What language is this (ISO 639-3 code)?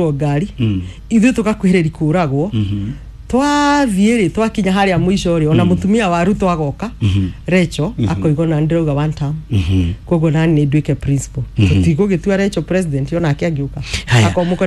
kik